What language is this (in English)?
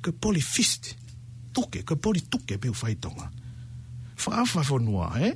Tongan